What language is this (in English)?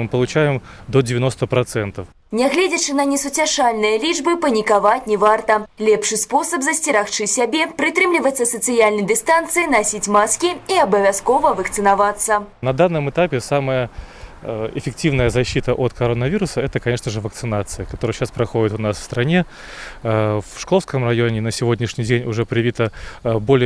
Belarusian